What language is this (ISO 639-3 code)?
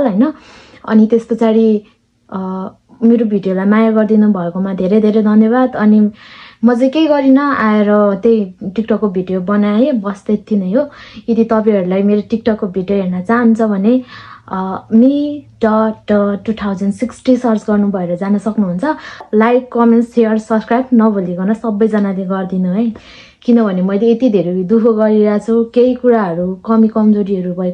nep